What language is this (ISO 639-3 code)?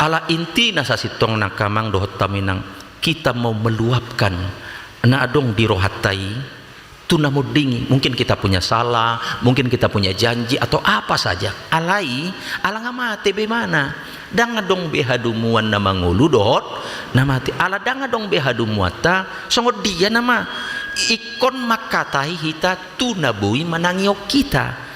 bbc